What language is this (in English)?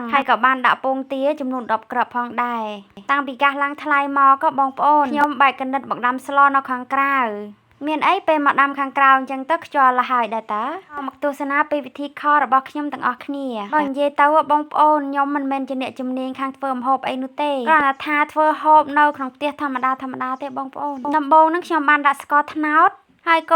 Khmer